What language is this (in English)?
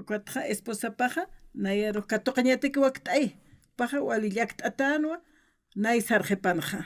Aymara